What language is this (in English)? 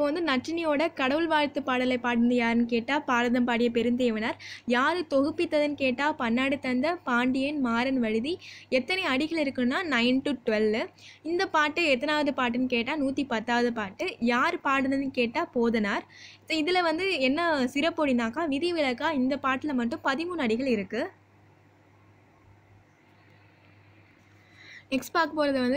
Tamil